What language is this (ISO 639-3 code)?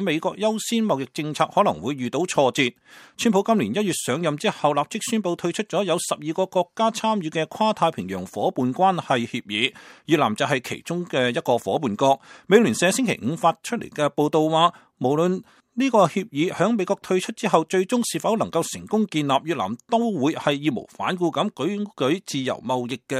yue